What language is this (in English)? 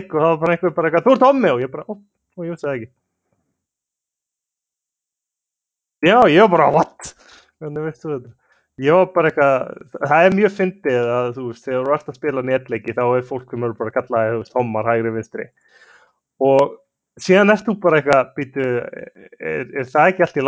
Icelandic